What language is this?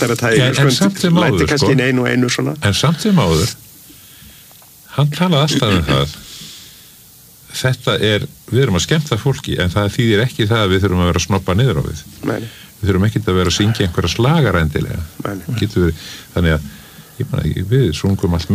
Icelandic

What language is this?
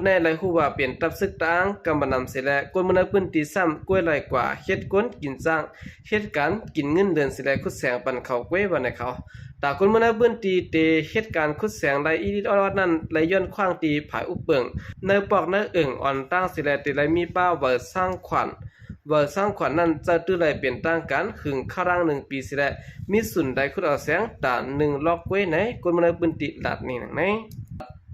Shan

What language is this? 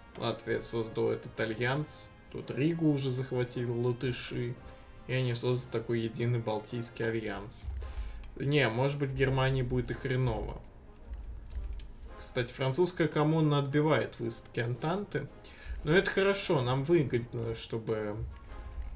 Russian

